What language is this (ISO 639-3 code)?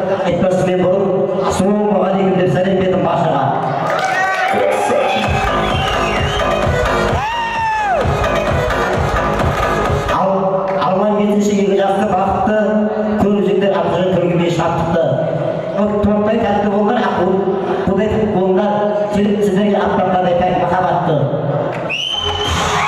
kaz